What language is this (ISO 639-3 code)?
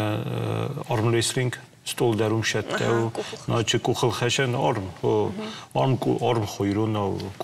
oss